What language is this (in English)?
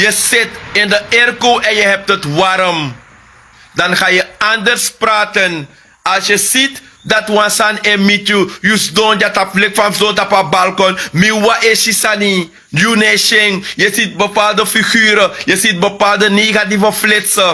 Sranan Tongo